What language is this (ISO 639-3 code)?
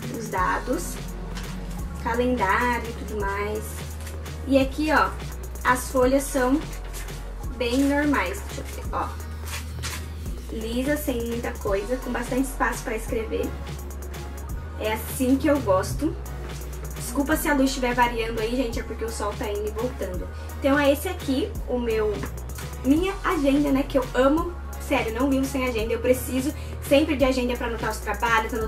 por